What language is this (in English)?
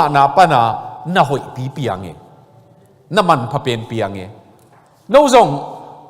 Tedim Chin